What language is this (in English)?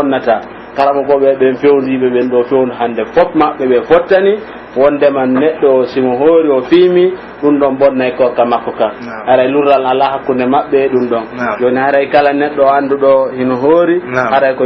Pular